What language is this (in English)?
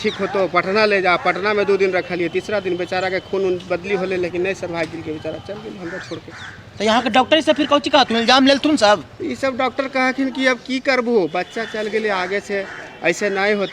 Magahi